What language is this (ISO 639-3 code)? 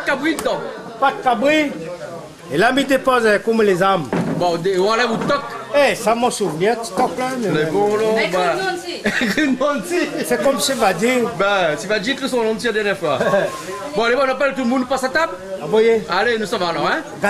rcf